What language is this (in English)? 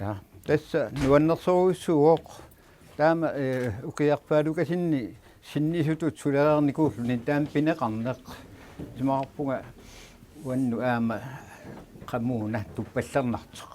Kalaallisut